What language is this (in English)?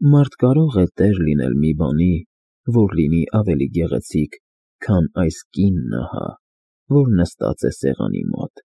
Armenian